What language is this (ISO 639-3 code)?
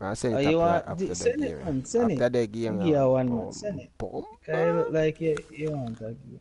jam